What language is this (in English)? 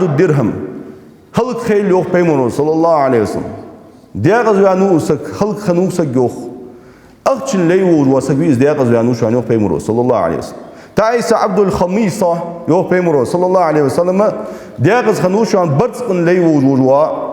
Ingush